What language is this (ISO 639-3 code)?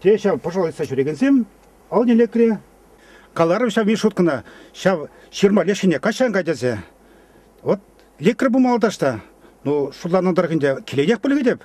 chv